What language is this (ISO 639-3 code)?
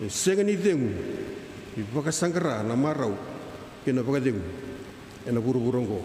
fij